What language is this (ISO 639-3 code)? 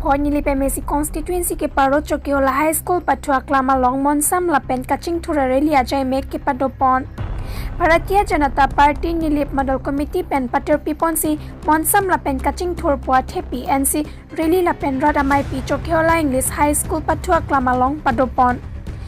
mjw